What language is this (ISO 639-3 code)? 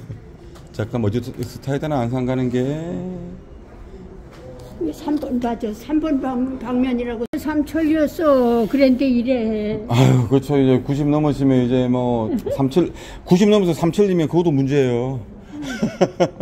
kor